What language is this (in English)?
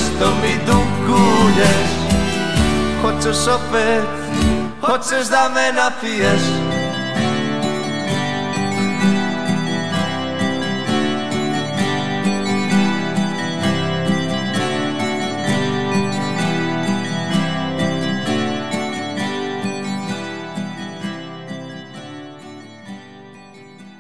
Serbian